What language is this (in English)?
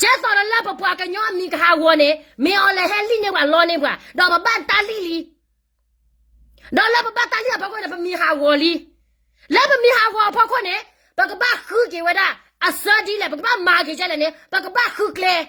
S'gaw Karen